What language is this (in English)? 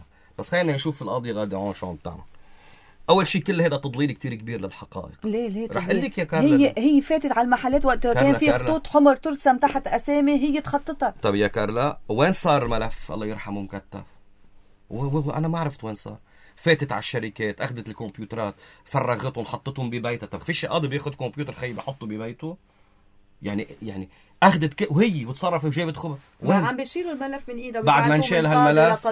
North Levantine Arabic